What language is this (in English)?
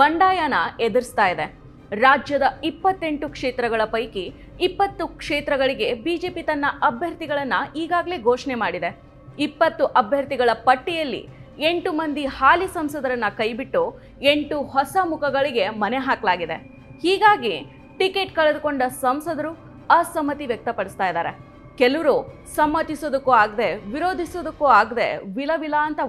Kannada